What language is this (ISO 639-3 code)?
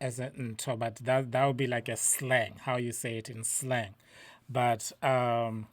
tsn